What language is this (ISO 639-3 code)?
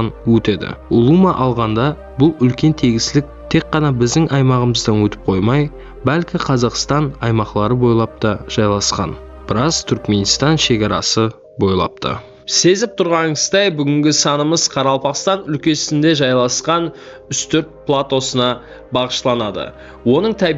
kaa